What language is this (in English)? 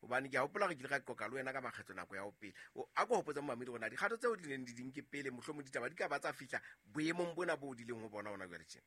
Southern Sotho